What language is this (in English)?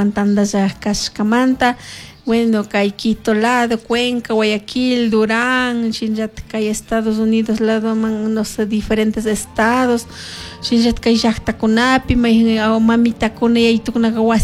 Chimborazo Highland Quichua